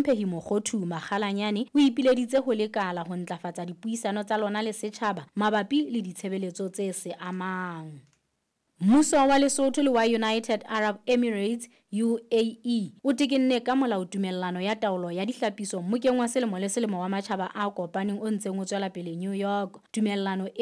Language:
Southern Sotho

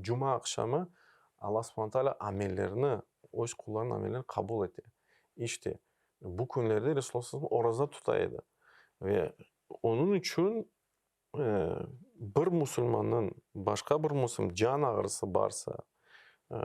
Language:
Crimean Tatar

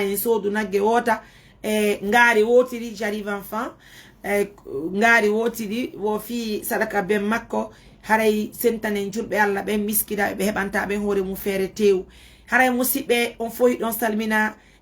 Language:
Fula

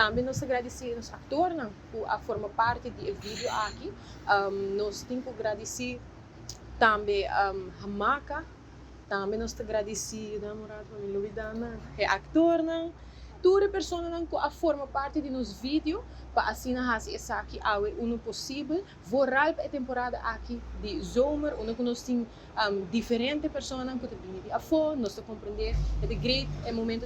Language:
Papiamento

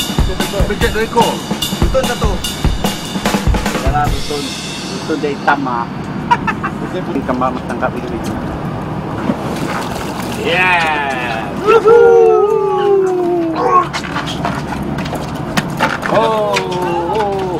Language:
Malay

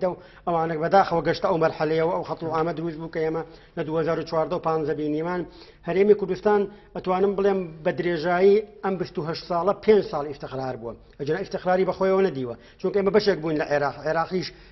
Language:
Central Kurdish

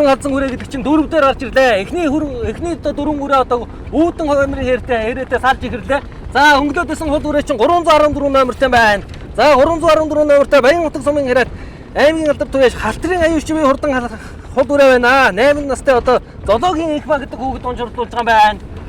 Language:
Mongolian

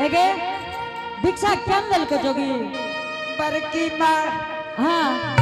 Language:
Angika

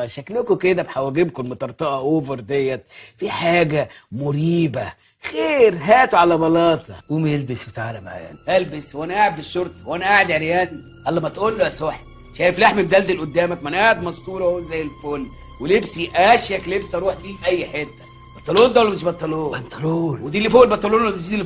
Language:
Egyptian Arabic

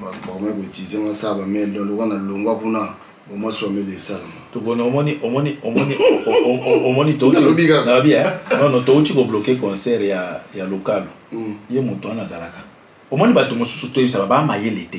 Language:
Lingala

